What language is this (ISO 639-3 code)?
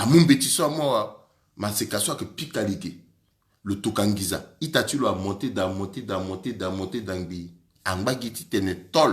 sag